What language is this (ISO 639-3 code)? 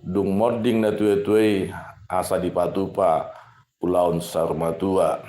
bbc